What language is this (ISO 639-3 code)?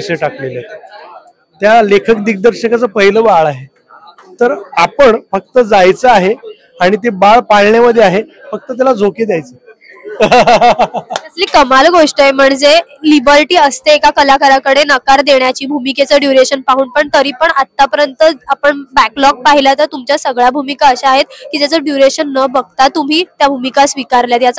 mar